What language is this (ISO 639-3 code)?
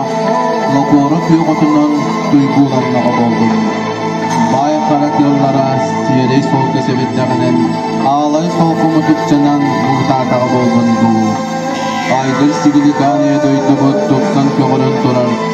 sah